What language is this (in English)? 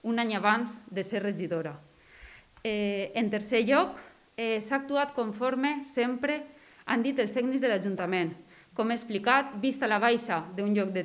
Catalan